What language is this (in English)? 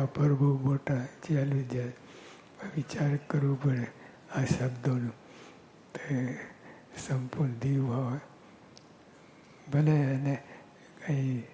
Gujarati